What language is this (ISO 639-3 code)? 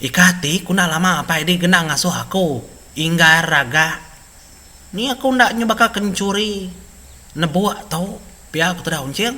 iba